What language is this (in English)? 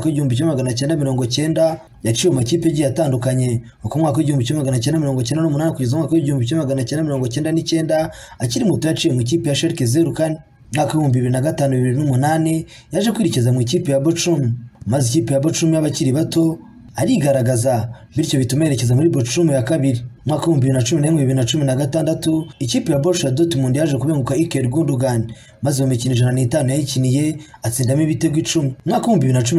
Kinyarwanda